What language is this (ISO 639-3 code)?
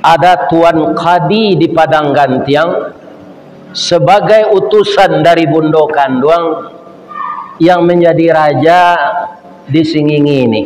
min